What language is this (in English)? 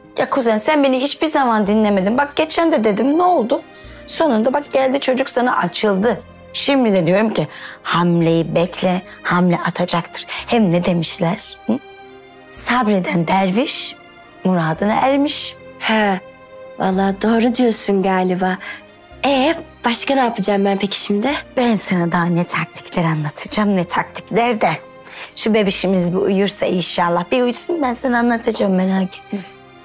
Turkish